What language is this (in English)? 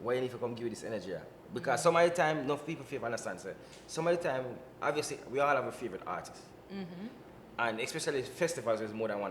Jamaican Creole English